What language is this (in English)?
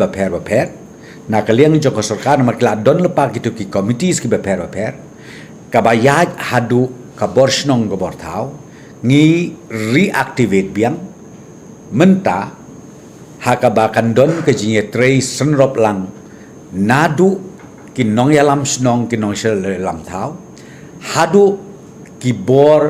Khasi